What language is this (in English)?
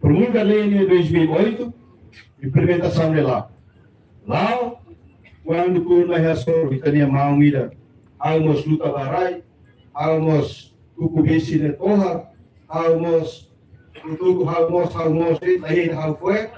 Tetum